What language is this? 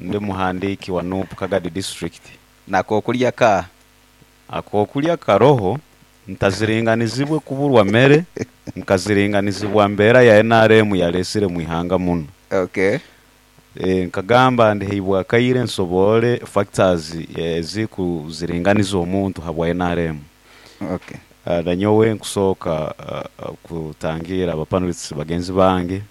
Nyoro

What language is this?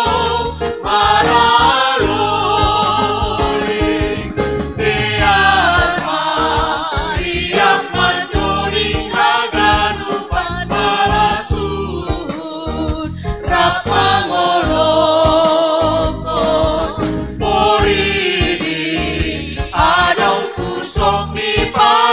Batak Simalungun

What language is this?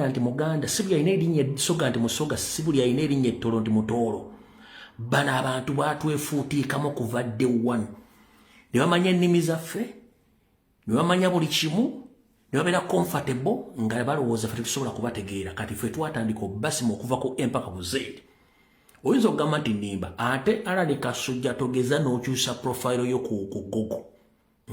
Ganda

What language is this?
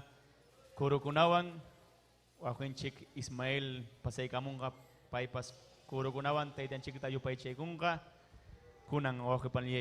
Ayacucho Quechua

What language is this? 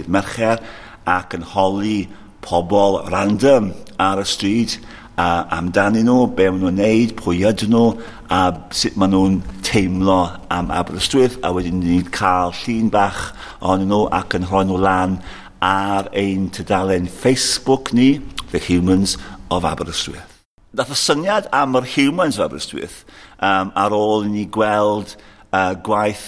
Welsh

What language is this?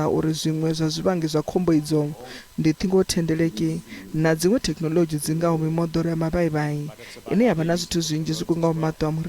Venda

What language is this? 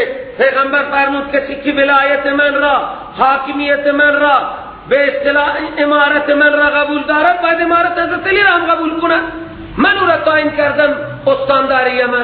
Persian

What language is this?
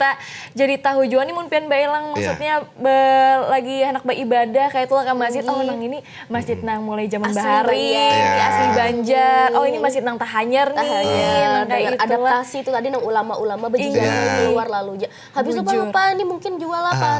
Banjar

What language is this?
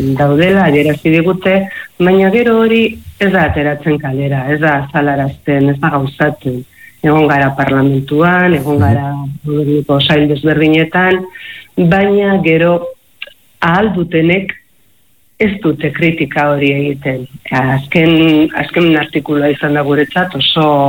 Basque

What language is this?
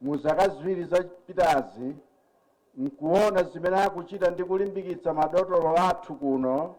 Nyanja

